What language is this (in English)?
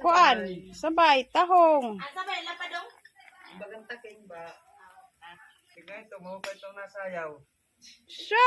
Waray